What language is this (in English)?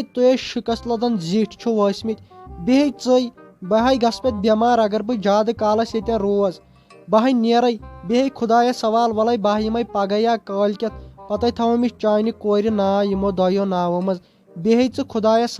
Kashmiri